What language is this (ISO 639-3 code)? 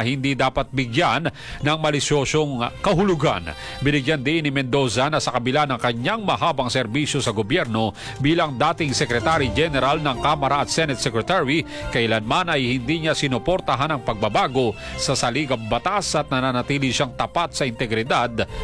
fil